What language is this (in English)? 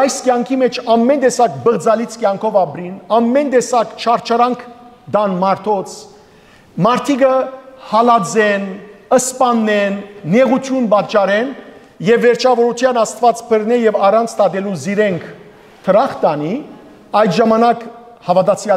Western Armenian